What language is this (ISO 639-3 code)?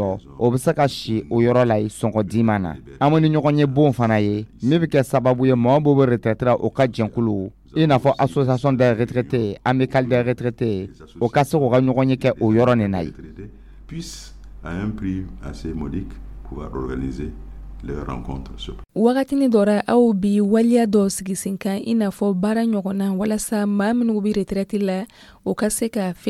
dyu